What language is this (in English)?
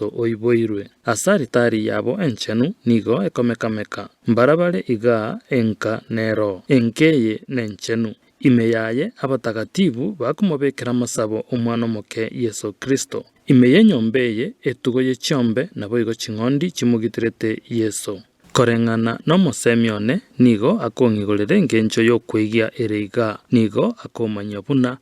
Gusii